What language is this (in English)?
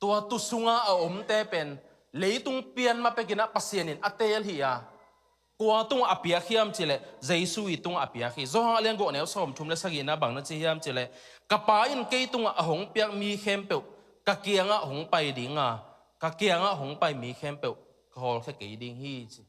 Tedim Chin